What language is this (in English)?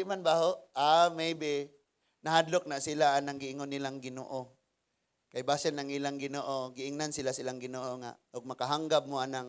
Cebuano